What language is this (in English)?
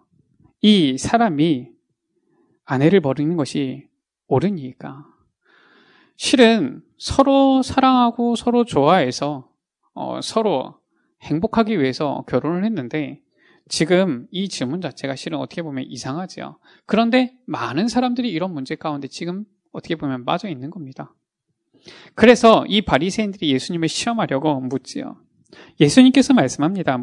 Korean